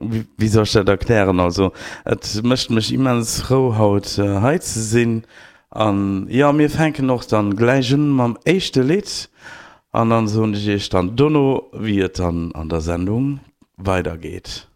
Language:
Luxembourgish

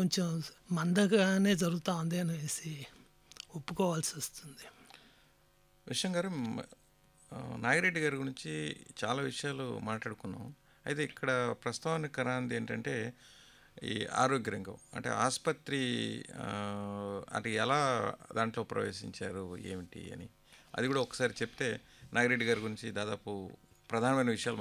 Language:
Telugu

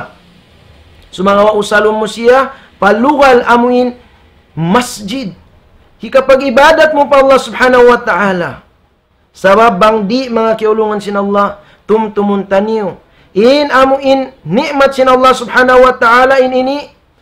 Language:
Tausug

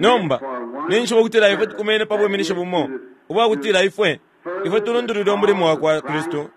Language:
Bemba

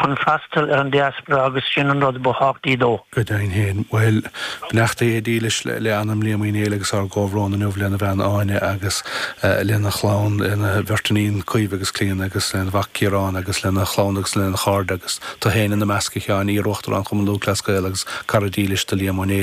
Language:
Irish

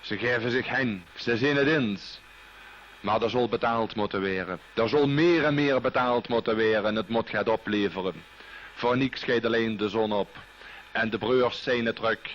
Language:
Limburgish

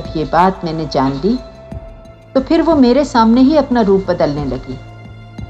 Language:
Hindi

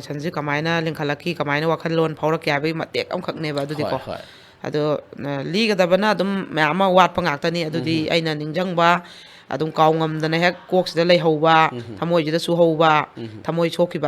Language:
Manipuri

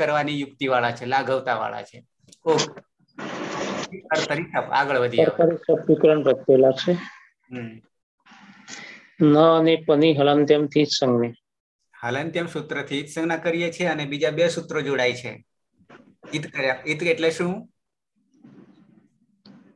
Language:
Gujarati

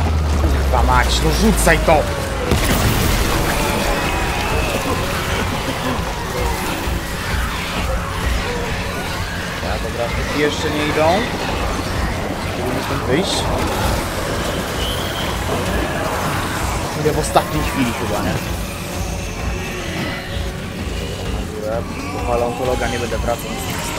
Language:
Polish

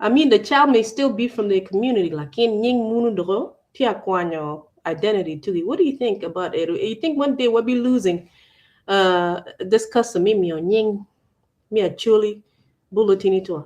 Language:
Acoli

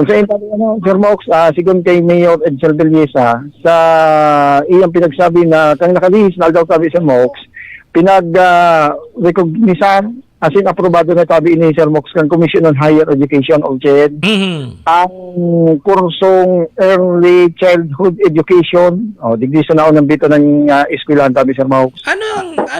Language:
Bikol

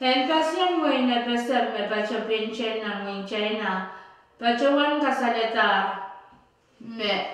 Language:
Pohnpeian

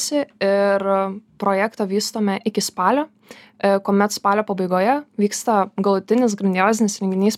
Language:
Lithuanian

